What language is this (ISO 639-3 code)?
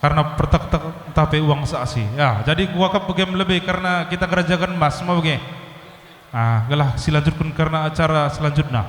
btx